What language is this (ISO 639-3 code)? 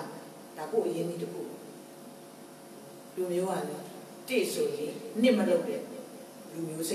mya